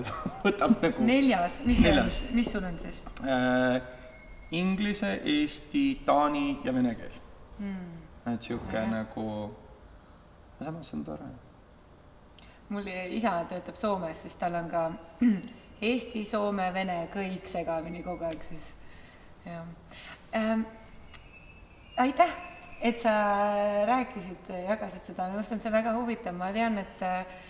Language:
Estonian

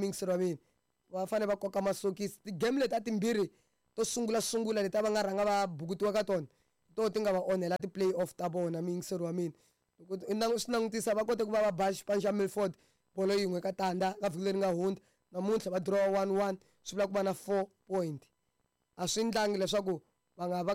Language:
Tsonga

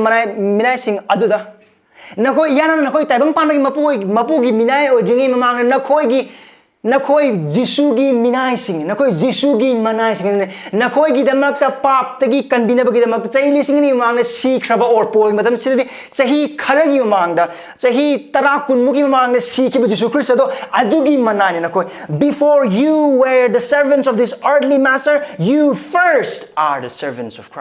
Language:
Manipuri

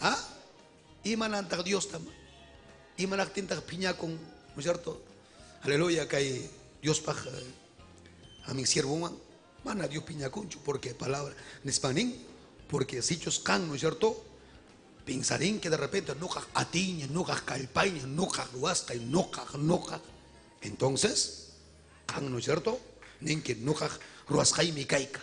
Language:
Ayacucho Quechua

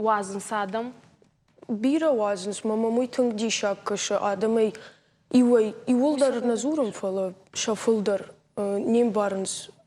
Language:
Ossetic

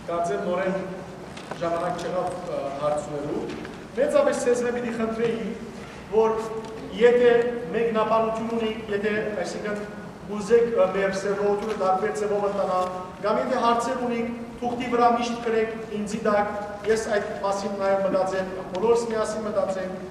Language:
Western Armenian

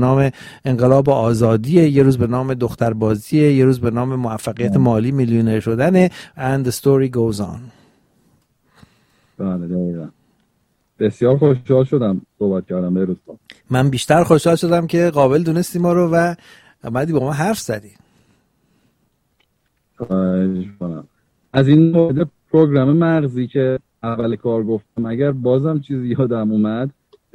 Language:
Persian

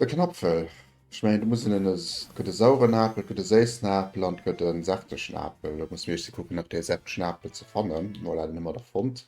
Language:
Luxembourgish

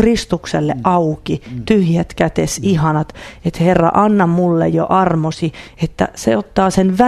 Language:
Finnish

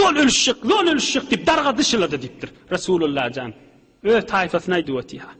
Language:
Turkmen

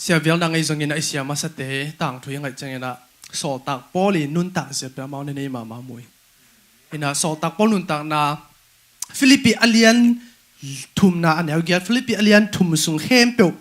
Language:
Tedim Chin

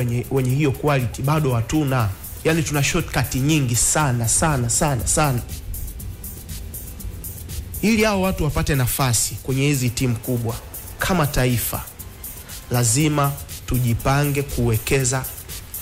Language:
Swahili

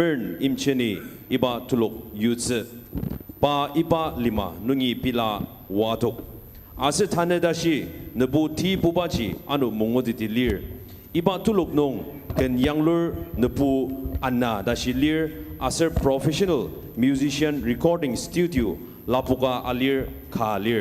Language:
Ao Naga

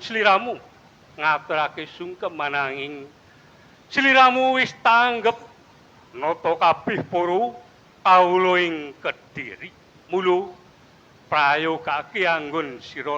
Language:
Javanese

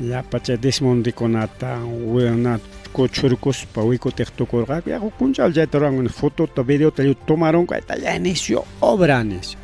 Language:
Ayacucho Quechua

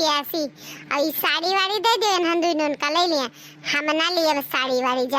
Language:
Awadhi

